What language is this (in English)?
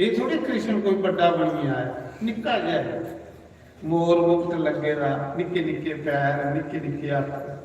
Dogri